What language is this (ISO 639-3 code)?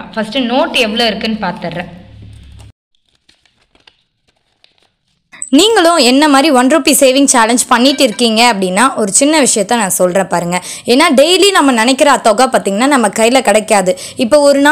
tam